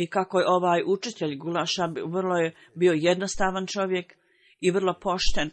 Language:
Bosnian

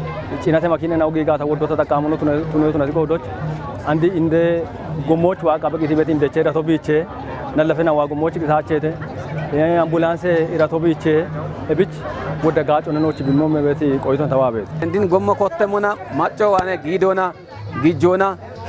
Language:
Kafa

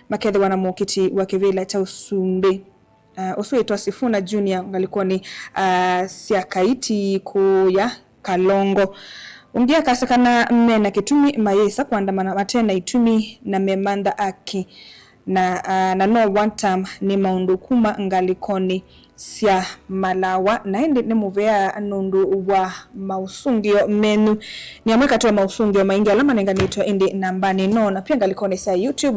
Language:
Kamba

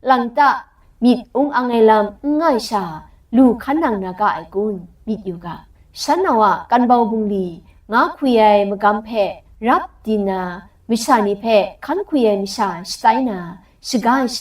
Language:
Kachin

